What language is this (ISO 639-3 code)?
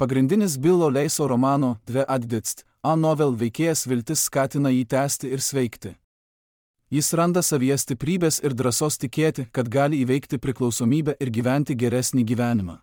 lit